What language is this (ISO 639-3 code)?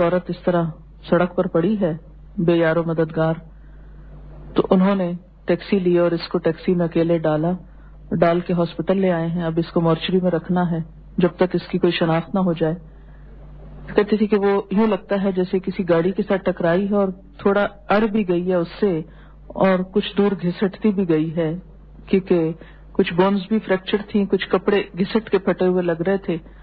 urd